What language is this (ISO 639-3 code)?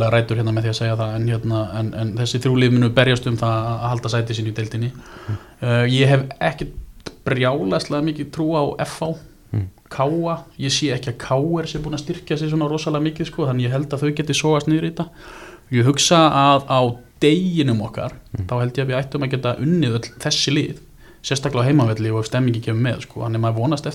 isl